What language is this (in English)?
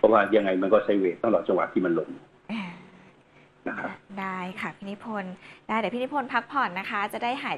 Thai